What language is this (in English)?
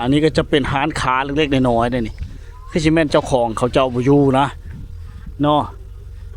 Lao